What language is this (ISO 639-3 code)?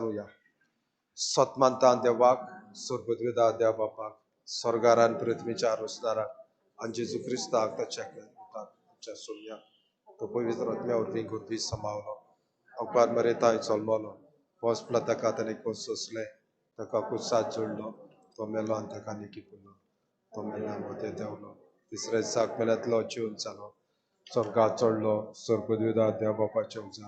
kok